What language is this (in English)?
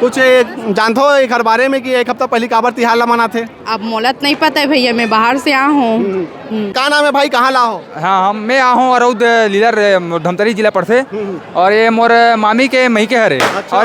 Chhattisgarhi